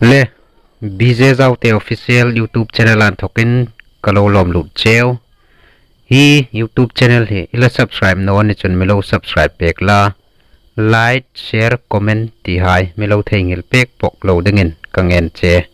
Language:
Hmar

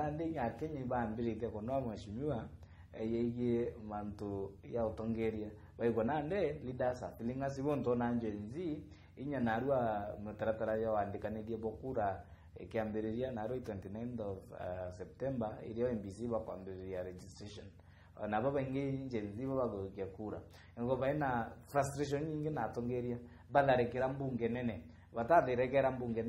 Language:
Meru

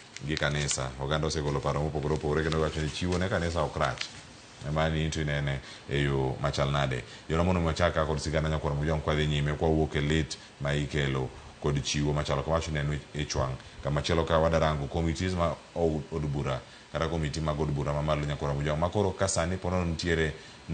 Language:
Luo (Kenya and Tanzania)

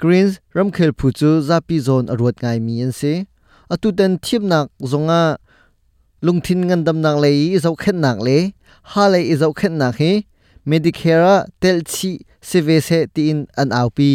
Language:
Hakha Chin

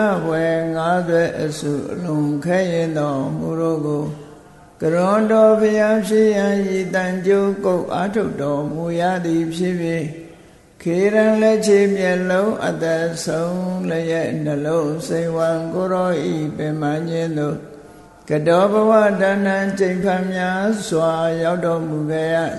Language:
Burmese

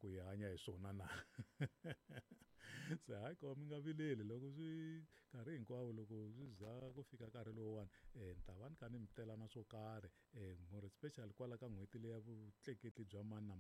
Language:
Tsonga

